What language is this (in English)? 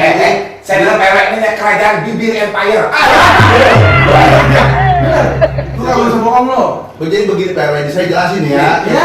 Betawi